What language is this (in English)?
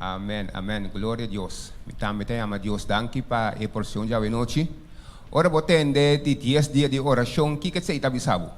Papiamento